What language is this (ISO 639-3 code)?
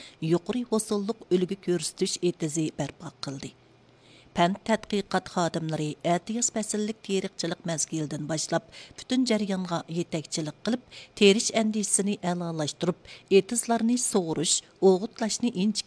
uig